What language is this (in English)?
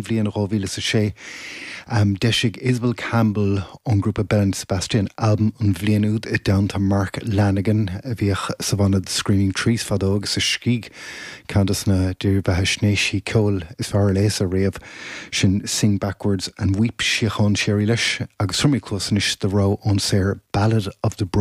Irish